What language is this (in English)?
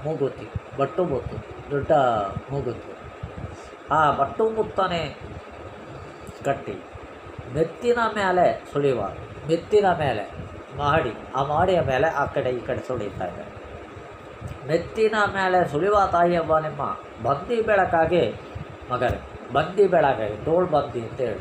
Kannada